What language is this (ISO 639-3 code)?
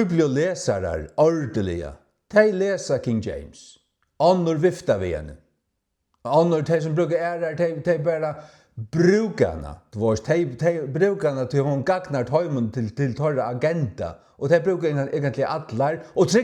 fao